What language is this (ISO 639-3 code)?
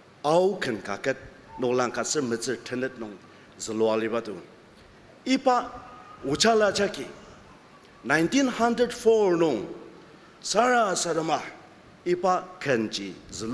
njo